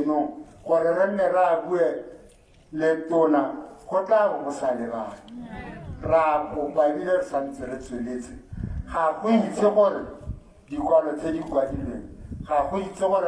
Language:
Tswana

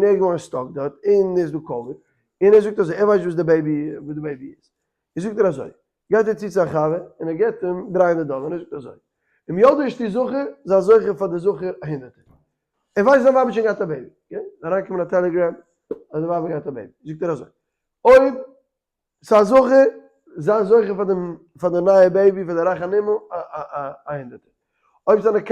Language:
Yiddish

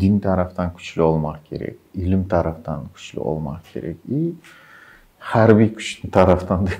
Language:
Crimean Tatar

